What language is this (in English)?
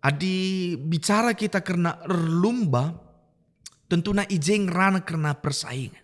Batak Karo